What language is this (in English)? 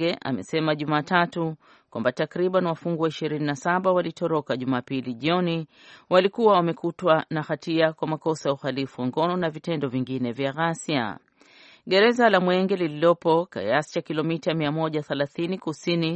Swahili